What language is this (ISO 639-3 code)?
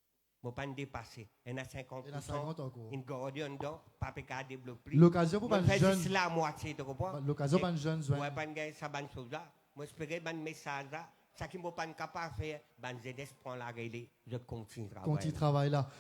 mfe